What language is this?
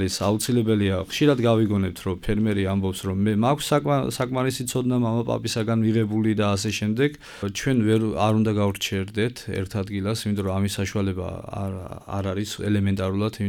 Georgian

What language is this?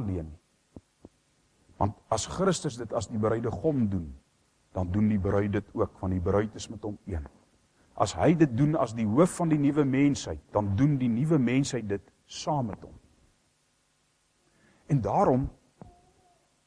Afrikaans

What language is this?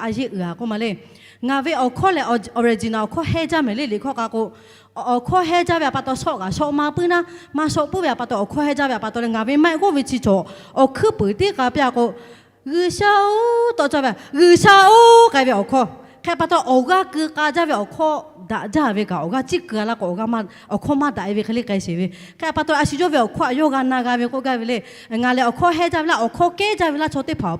Lahu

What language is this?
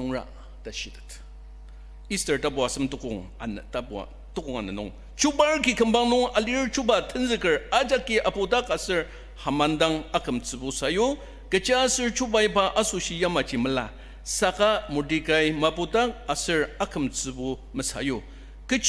Ao Naga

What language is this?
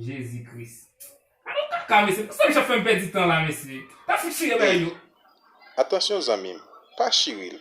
Haitian Creole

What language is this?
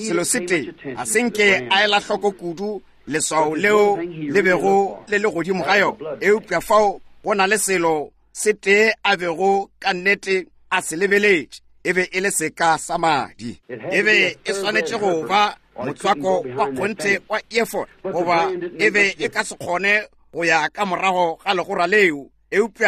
Northern Sotho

